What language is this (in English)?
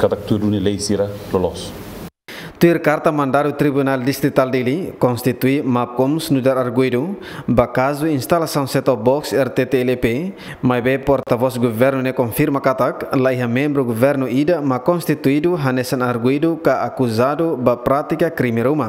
Tetum